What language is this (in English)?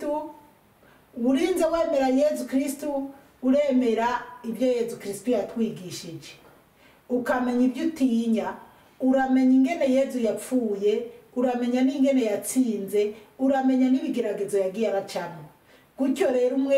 Rundi